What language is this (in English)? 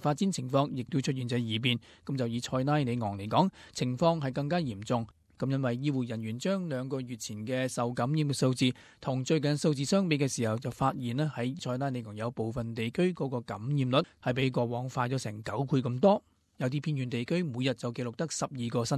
Cantonese